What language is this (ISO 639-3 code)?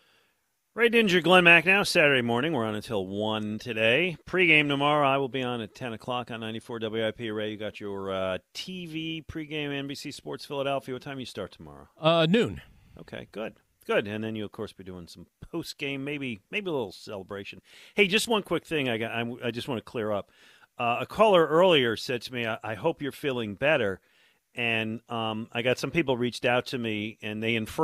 eng